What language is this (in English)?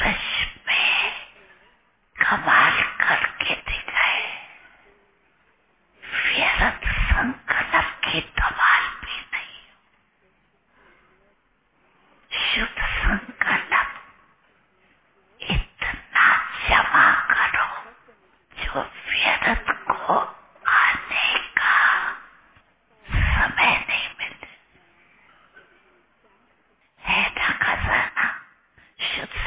Hindi